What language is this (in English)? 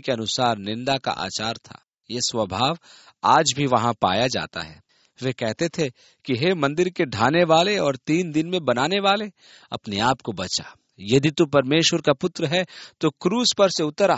Hindi